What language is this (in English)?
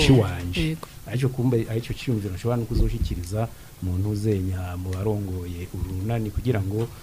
Rundi